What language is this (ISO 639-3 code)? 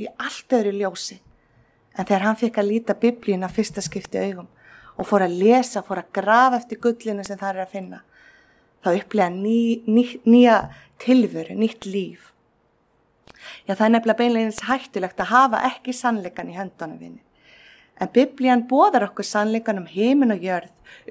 isl